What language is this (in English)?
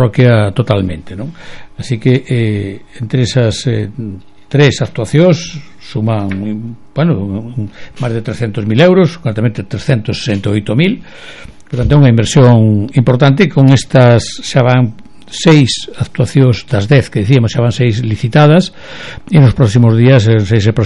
Galician